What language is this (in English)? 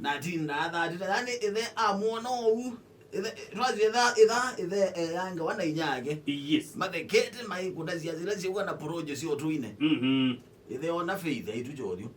Kamba